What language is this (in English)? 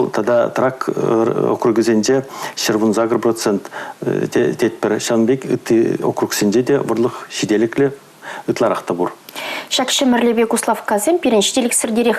Chuvash